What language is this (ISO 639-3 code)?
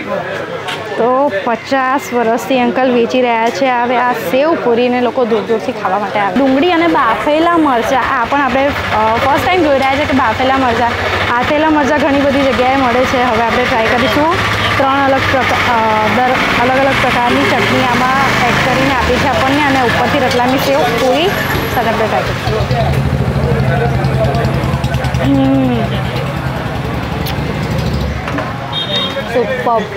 guj